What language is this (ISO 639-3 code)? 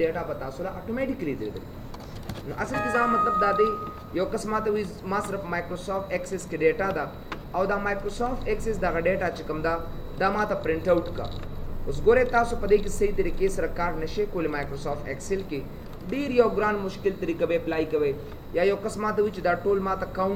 pus